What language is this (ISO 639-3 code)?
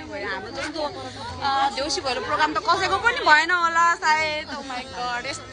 nep